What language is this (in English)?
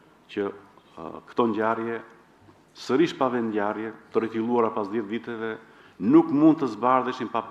Albanian